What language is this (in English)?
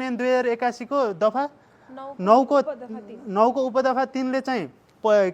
Nepali